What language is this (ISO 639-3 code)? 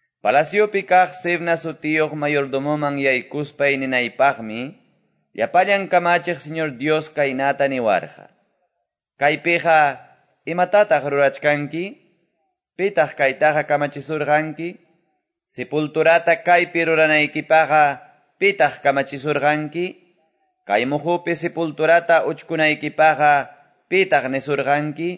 que